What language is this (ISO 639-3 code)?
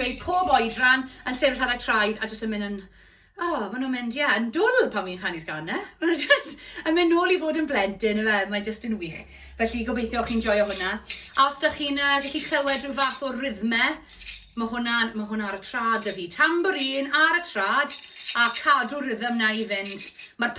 cym